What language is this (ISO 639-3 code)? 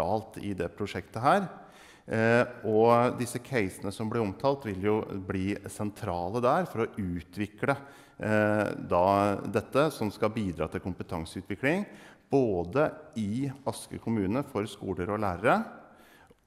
nor